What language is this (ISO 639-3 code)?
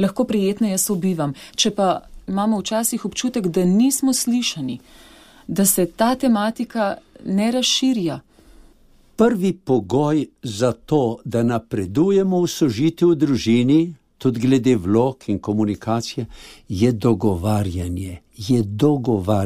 slv